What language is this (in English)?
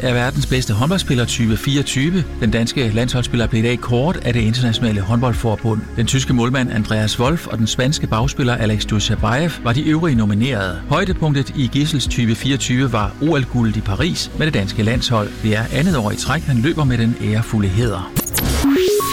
Danish